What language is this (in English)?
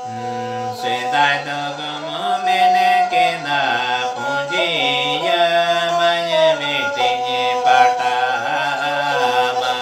Santali